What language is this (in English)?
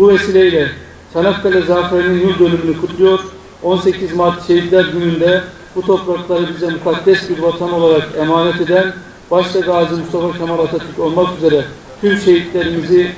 Turkish